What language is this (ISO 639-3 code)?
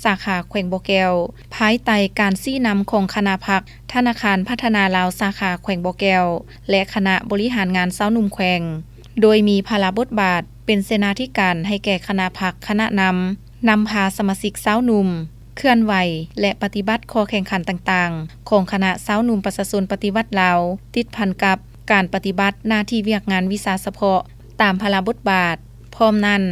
lao